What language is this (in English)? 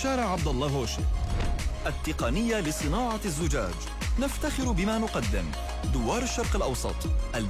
Arabic